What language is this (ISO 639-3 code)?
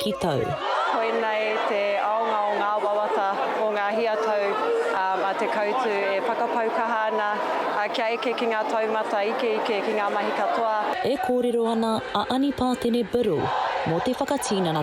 mri